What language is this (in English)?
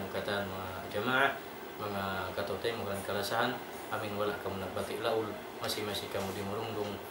Tausug